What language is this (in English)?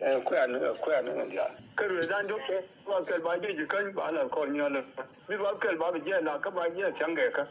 Nuer